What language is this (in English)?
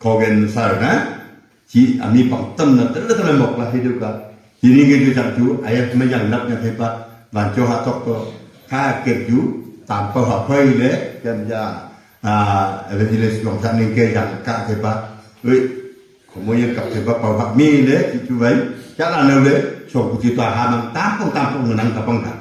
Wancho Naga